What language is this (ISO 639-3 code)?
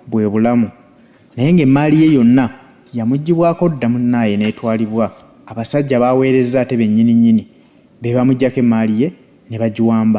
lug